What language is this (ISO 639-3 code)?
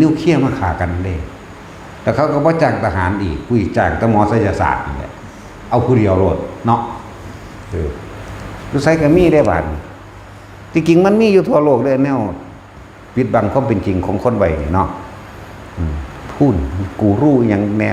tts